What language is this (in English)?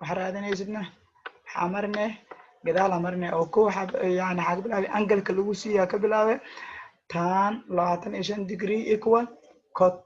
Somali